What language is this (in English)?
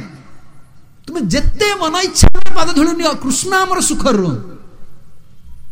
Odia